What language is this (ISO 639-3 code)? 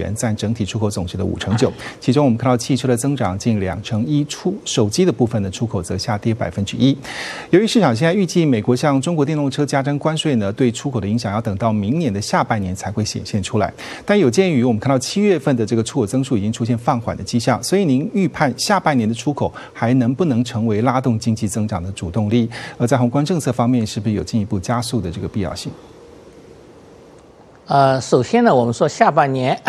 zho